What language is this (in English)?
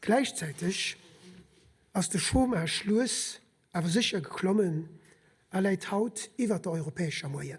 Luxembourgish